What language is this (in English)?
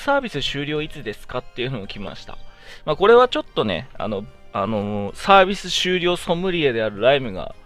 Japanese